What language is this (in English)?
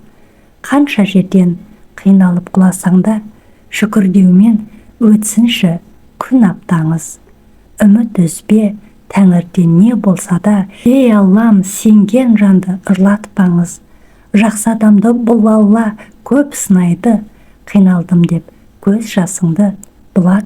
Kazakh